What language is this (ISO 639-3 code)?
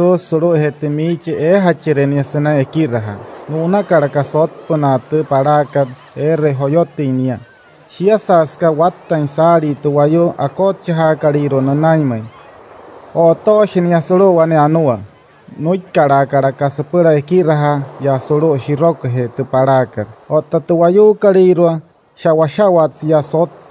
guc